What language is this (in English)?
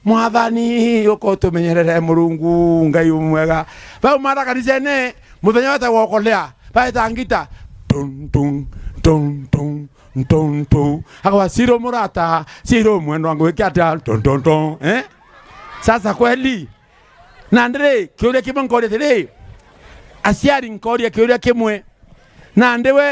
Meru